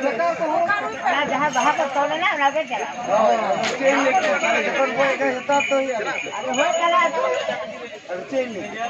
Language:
Santali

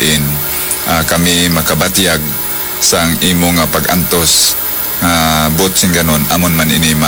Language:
Hiligaynon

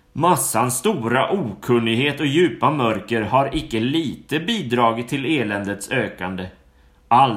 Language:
Swedish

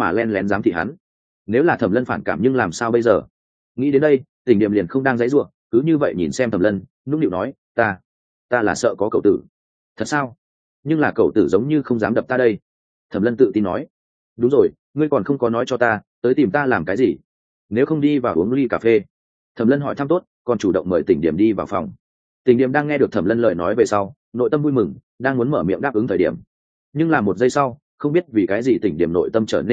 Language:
Vietnamese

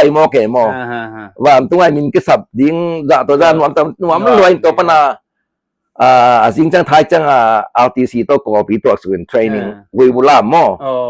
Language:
Tedim Chin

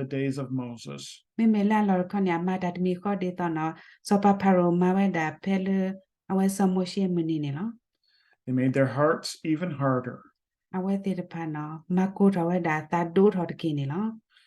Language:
S'gaw Karen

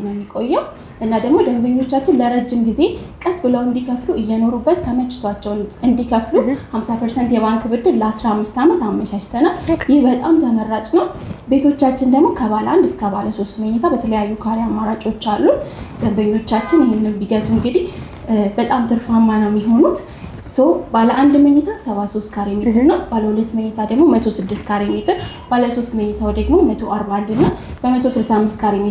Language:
Amharic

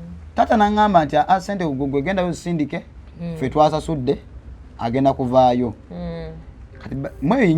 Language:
Ganda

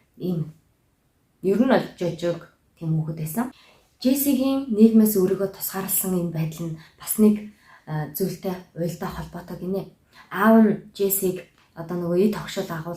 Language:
Mongolian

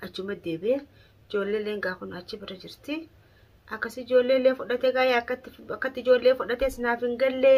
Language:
Oromo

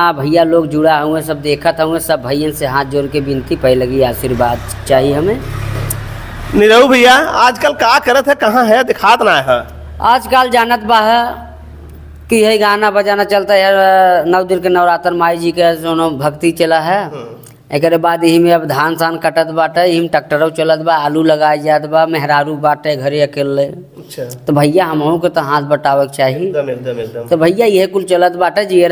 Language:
Bhojpuri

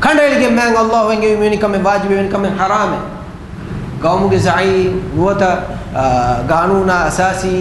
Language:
Divehi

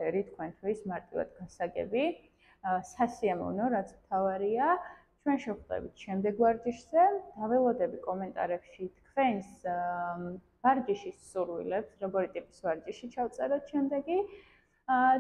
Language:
Georgian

